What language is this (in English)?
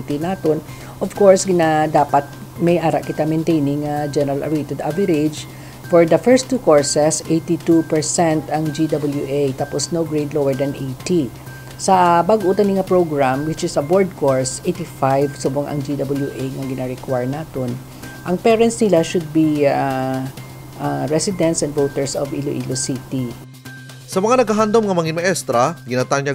Hiligaynon